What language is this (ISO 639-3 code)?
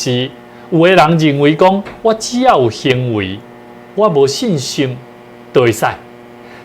nan